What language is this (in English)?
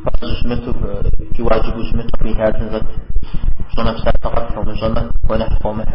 Kabardian